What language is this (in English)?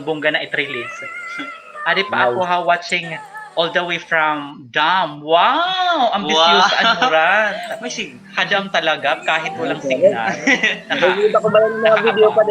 Waray